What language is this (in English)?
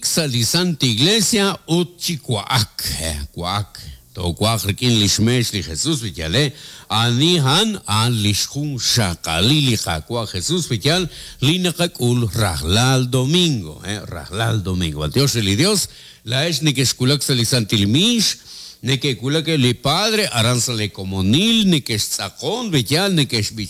Kekchí